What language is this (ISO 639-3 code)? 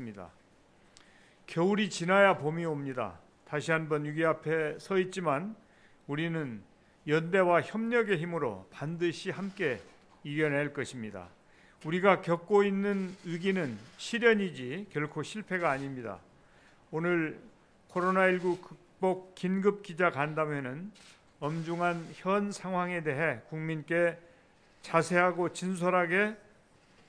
kor